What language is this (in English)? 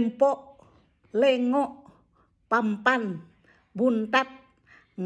Banjar